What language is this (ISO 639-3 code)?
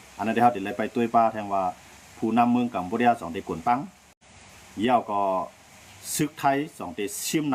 shn